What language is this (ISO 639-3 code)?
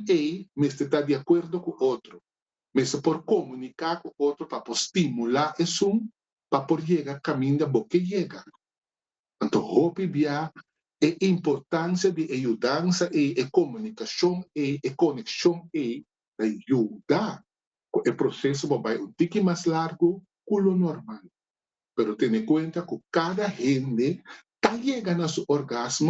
pap